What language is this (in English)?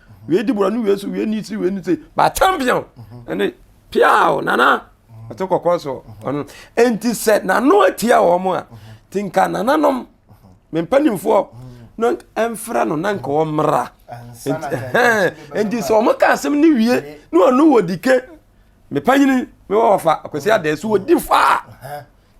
Akan